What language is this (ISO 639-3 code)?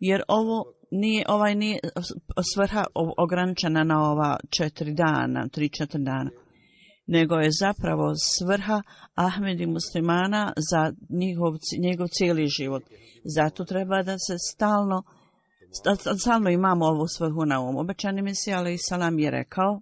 bos